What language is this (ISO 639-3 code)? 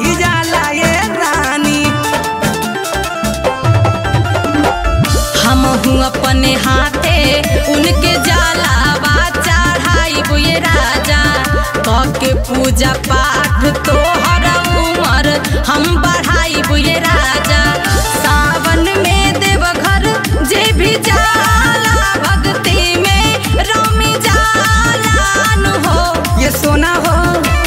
bho